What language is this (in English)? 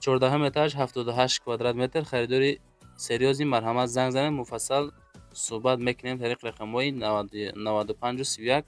Tajik